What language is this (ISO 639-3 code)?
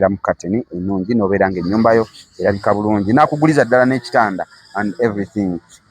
lug